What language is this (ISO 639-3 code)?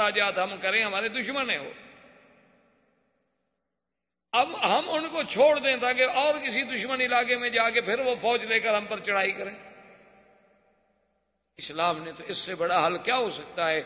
urd